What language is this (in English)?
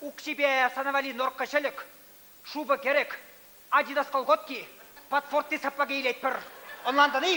Chuvash